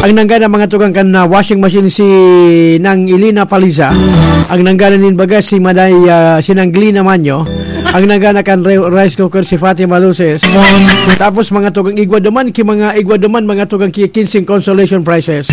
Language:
Bikol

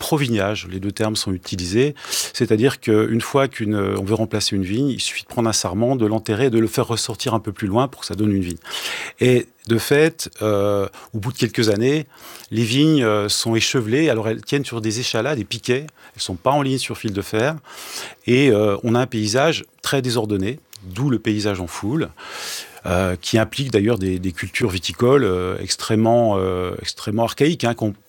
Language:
French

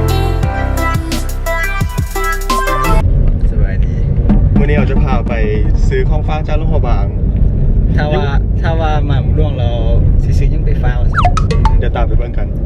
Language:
Lao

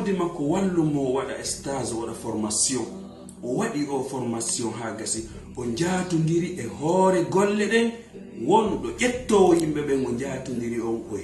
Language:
Fula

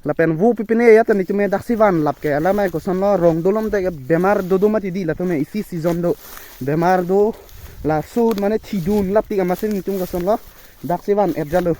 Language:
Karbi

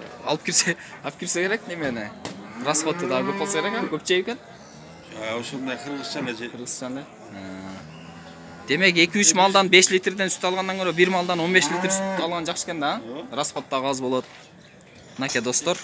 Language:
Kyrgyz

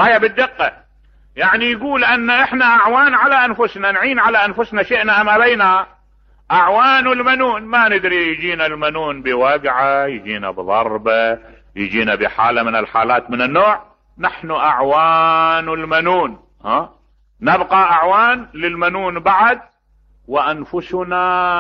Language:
Mesopotamian Arabic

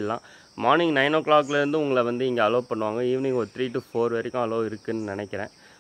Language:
Tamil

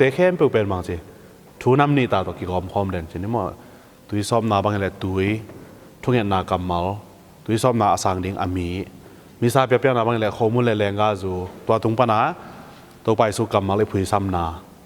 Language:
Tedim Chin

